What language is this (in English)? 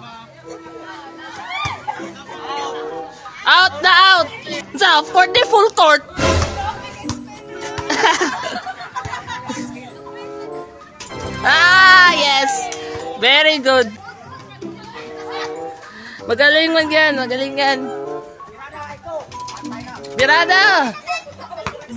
Filipino